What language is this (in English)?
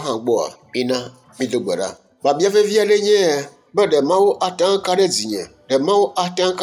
Ewe